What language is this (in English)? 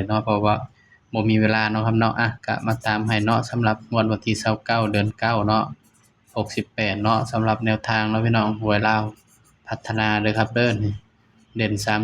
Northeastern Thai